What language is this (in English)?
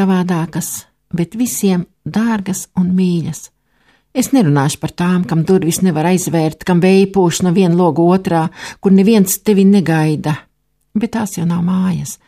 Latvian